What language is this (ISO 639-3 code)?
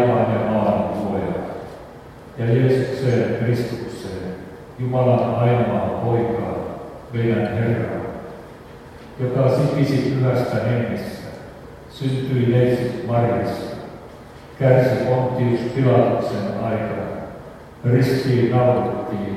fin